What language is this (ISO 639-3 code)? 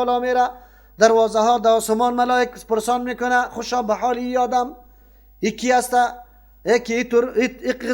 fas